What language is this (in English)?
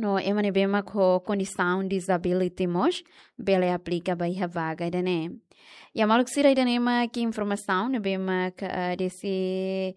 Tetum